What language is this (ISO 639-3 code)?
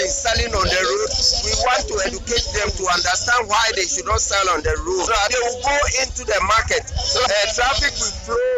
aka